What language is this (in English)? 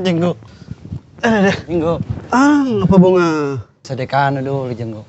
Makassar Malay